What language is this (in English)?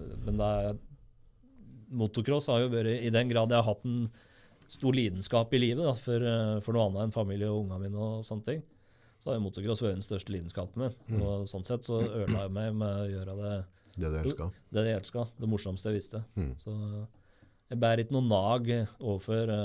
Norwegian